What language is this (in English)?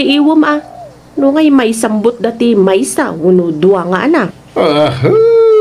Iloko